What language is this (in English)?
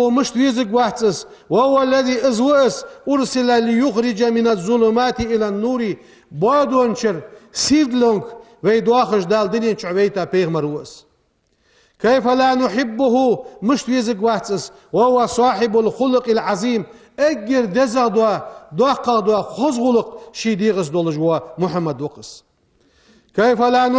Ingush